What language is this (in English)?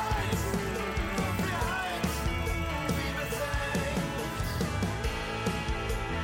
German